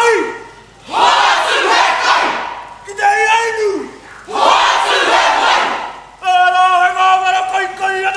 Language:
Māori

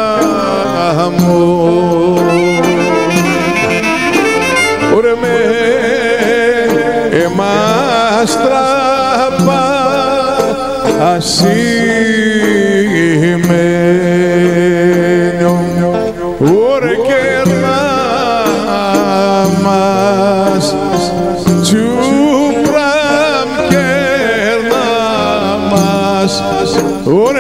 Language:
Greek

